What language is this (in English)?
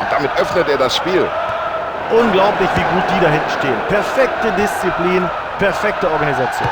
Bavarian